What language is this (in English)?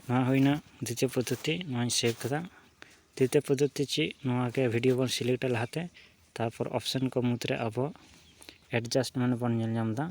Santali